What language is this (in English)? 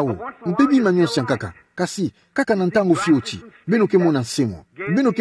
Kituba (Democratic Republic of Congo)